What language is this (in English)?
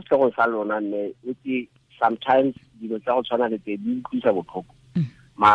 Tswana